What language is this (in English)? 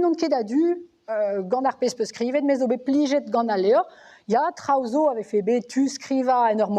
Breton